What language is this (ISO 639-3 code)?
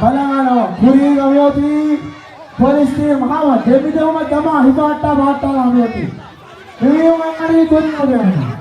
div